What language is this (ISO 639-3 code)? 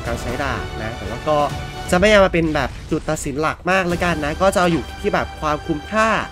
tha